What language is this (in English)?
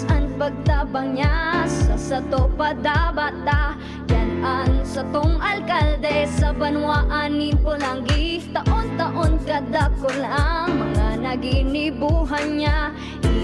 Bikol